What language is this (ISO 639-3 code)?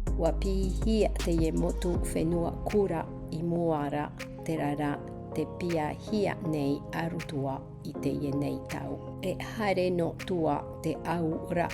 tah